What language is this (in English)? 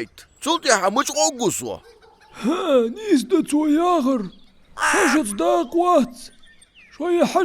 Ingush